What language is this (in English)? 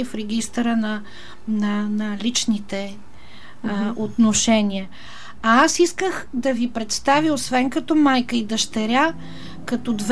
Bulgarian